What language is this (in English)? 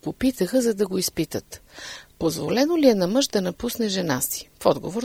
Bulgarian